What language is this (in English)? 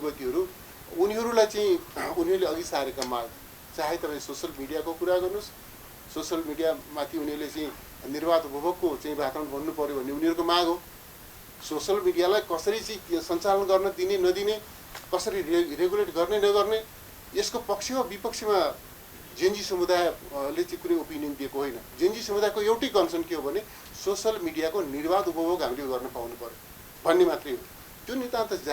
Nepali